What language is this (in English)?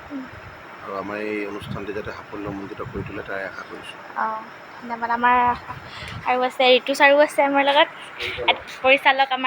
Assamese